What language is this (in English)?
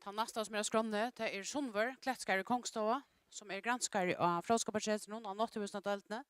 Faroese